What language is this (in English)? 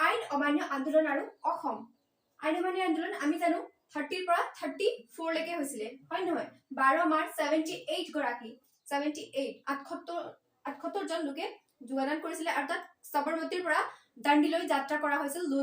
Assamese